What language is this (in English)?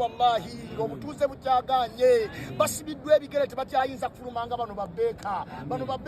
Ganda